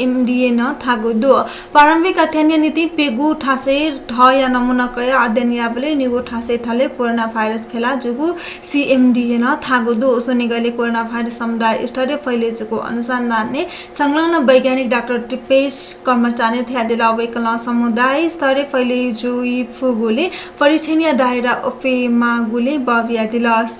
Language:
Newari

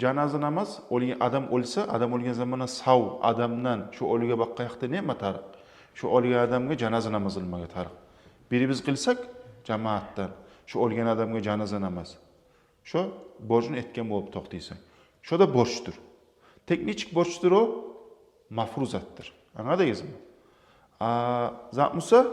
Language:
Kumyk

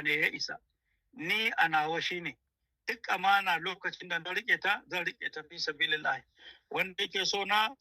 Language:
Hausa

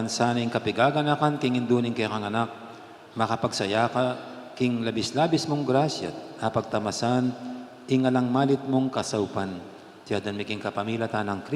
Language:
Pampanga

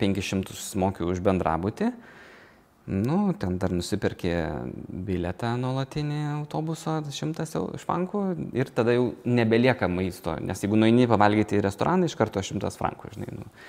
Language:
Lithuanian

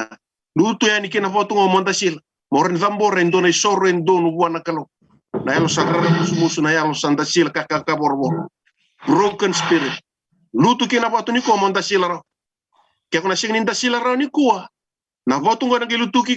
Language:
Fijian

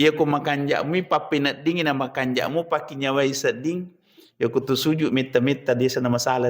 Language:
Buginese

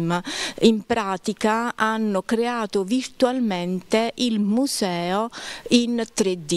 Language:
Italian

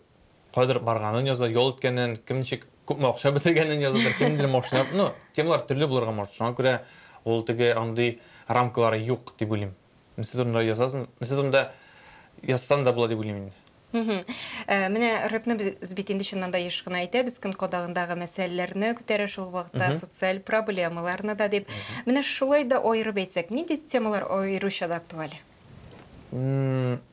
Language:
Tatar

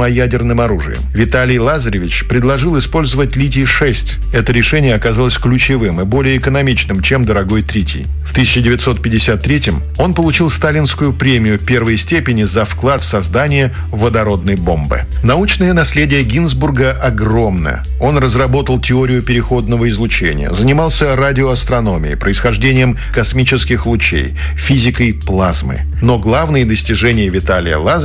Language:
Russian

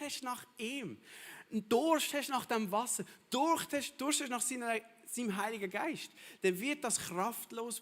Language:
Swiss German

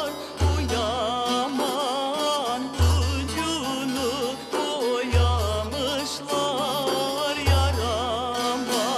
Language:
Crimean Tatar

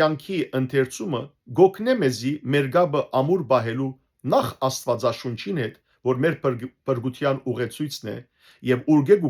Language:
Western Armenian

